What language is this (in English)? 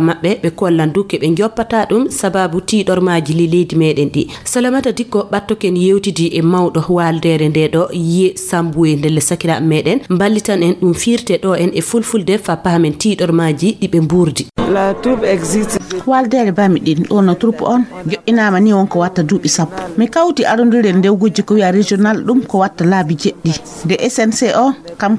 Fula